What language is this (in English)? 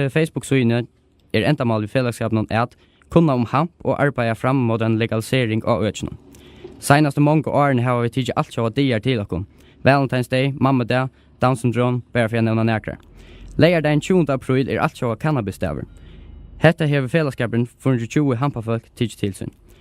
Faroese